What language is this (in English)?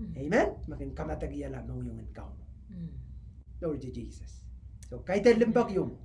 Pohnpeian